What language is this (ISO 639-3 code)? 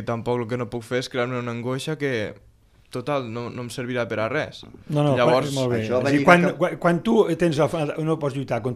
cat